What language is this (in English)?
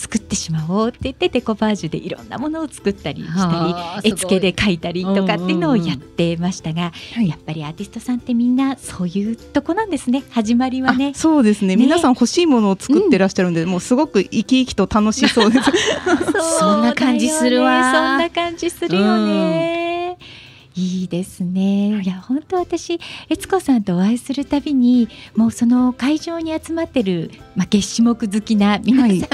Japanese